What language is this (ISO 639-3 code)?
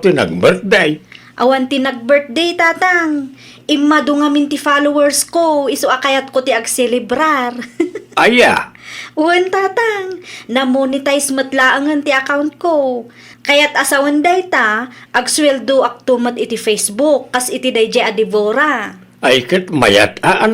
ilo